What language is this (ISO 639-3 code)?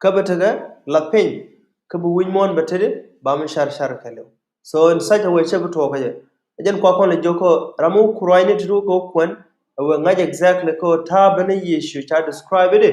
nus